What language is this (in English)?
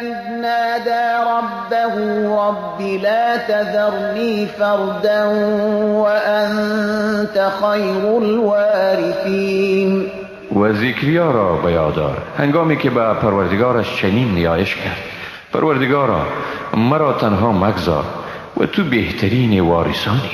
Persian